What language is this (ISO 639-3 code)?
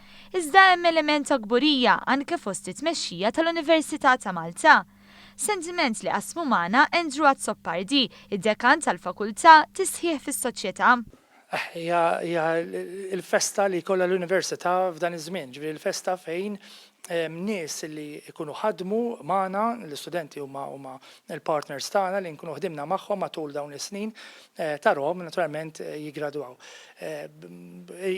mlt